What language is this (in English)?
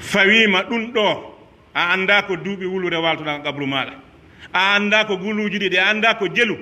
Pular